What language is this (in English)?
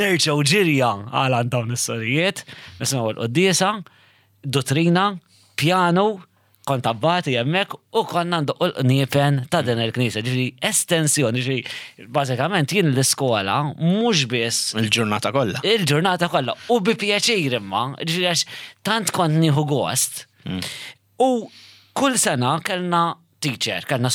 Maltese